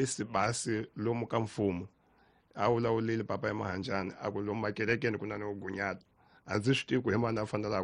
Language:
Tsonga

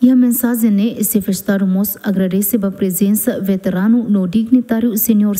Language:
Tetum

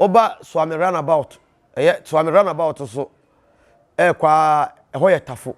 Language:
Akan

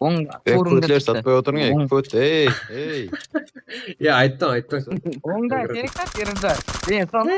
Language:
Kara-Kalpak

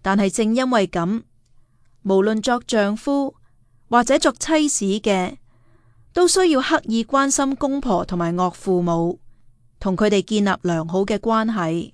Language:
Cantonese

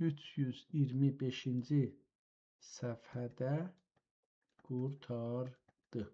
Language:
South Azerbaijani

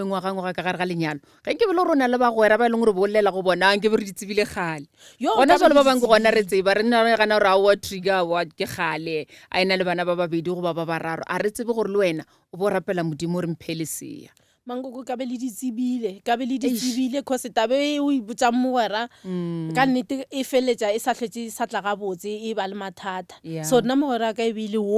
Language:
Northern Sotho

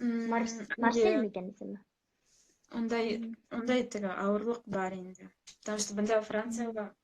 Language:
Bashkir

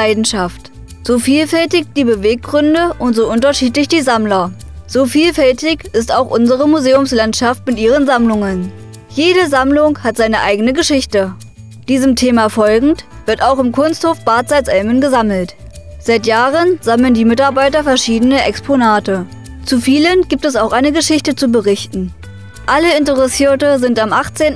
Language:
German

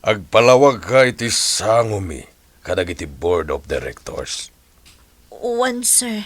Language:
Iloko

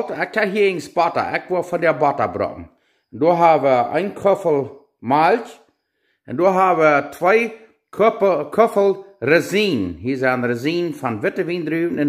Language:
Plautdietsch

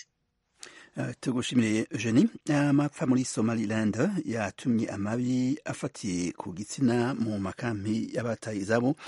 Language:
Kinyarwanda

